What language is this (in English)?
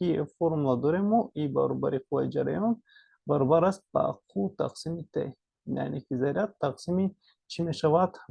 Tajik